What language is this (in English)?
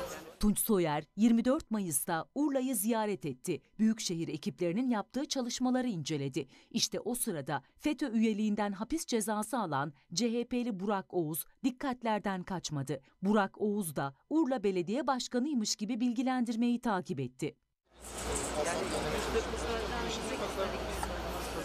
Turkish